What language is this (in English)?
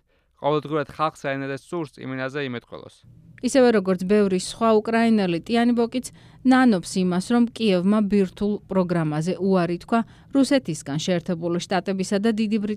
Georgian